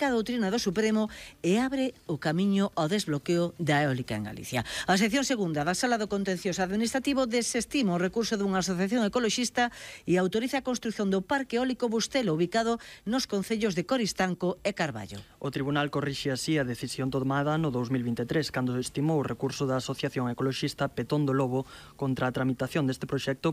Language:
Galician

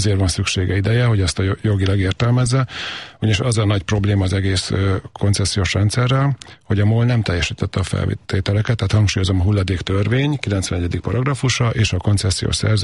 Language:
Hungarian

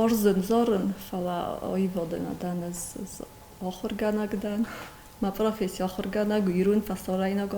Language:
Ossetic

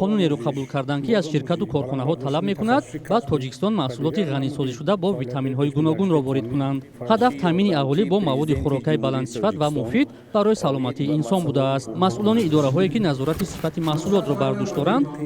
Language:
Tajik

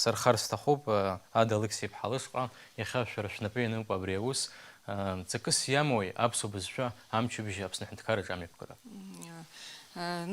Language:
Abkhazian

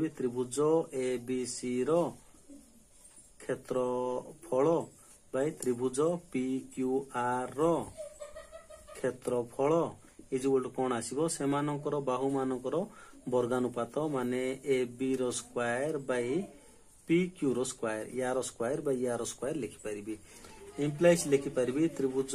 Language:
Odia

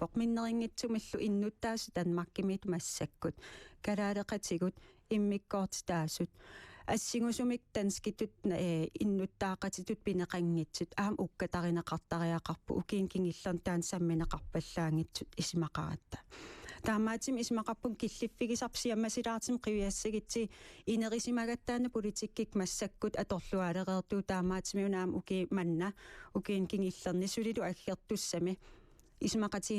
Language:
Kalaallisut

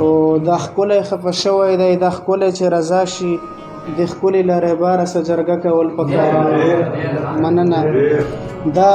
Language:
Pashto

